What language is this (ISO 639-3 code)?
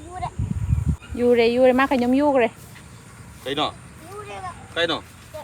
mni